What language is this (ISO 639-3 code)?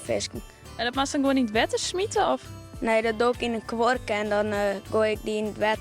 fry